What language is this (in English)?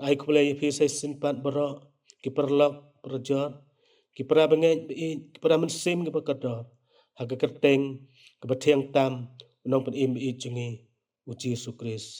Khasi